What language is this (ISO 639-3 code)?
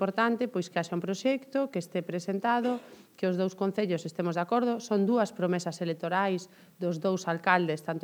glg